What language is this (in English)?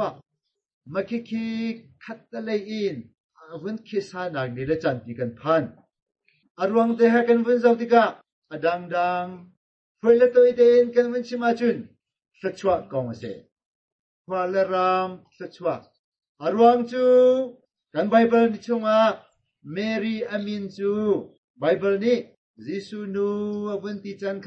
Hakha Chin